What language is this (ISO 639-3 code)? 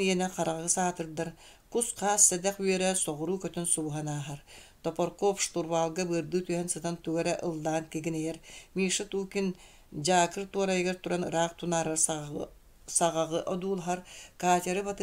sah